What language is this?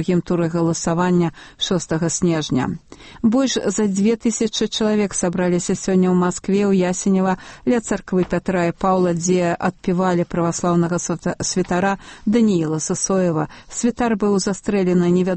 Belarusian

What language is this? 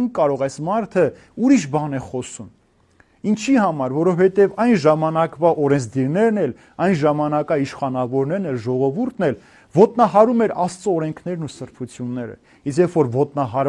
Armenian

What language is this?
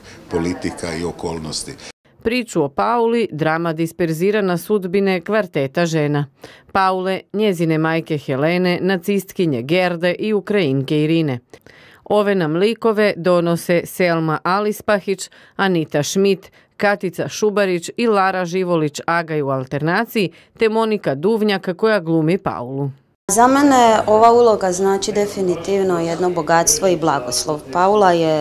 Croatian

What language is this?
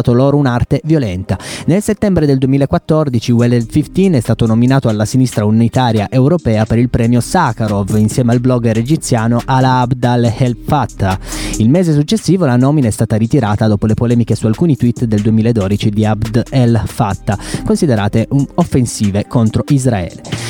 Italian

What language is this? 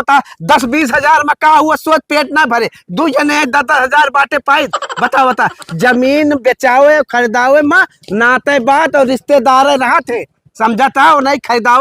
Awadhi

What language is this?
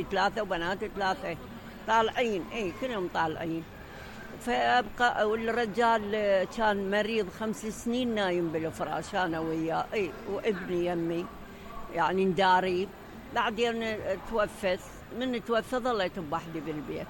Mesopotamian Arabic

